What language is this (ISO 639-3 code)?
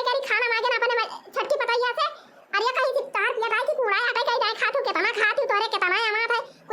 awa